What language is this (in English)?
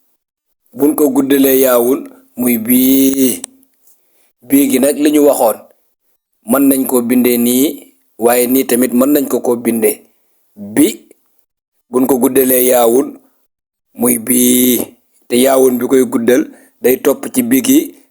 Wolof